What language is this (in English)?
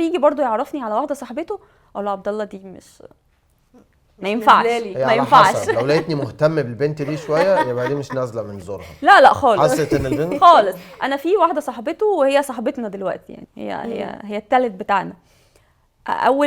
Egyptian Arabic